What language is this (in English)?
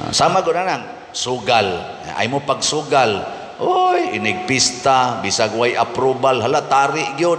Cebuano